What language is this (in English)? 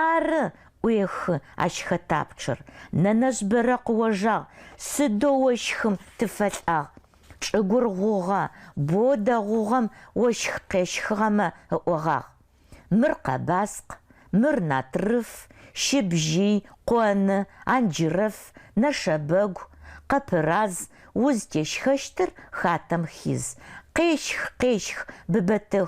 Adyghe